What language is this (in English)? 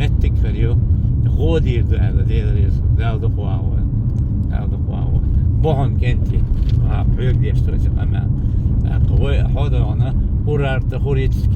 Chechen